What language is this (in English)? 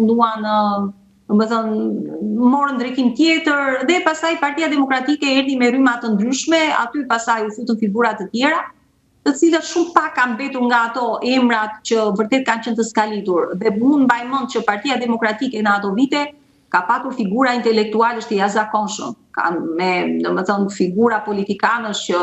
Albanian